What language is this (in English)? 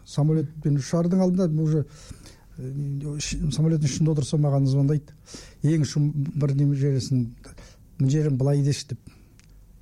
Kazakh